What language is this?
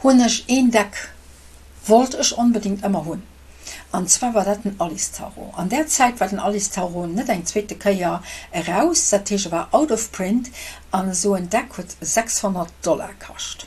Luxembourgish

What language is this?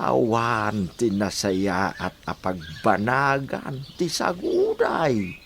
Iloko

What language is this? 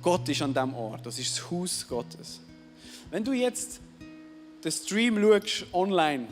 Swiss German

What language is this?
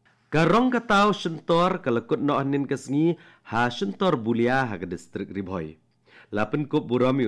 Khasi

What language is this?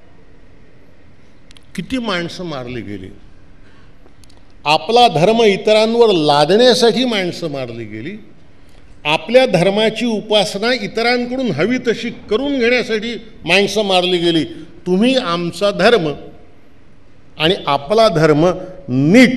Marathi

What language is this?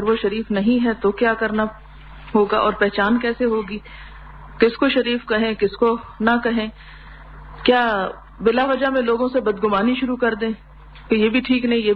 Urdu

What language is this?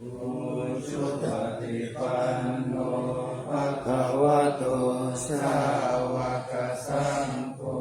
Pali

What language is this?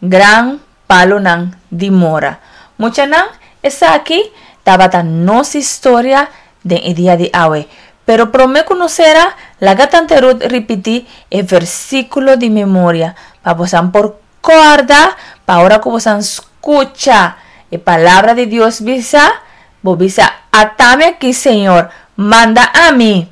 Papiamento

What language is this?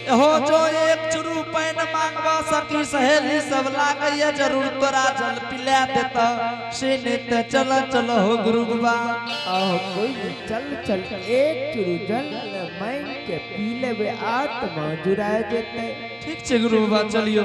Angika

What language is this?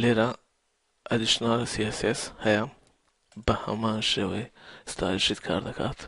Central Kurdish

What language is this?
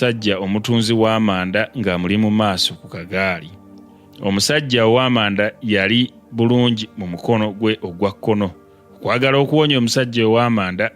Ganda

